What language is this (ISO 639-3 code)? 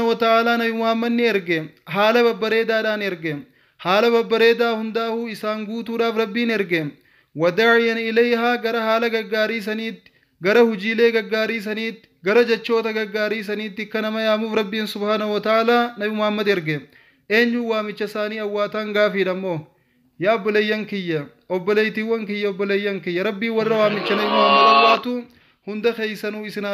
orm